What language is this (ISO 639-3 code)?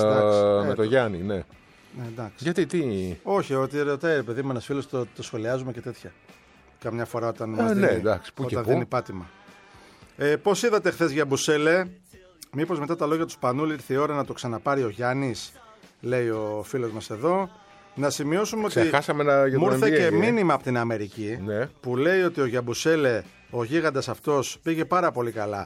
ell